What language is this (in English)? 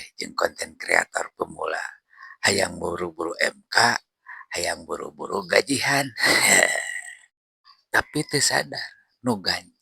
Sundanese